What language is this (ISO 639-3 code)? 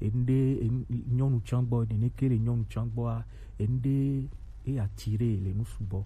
gej